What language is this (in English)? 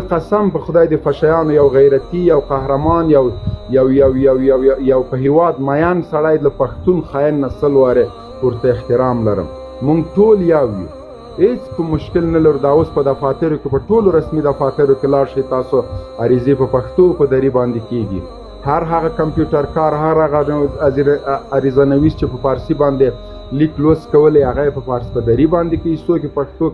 Pashto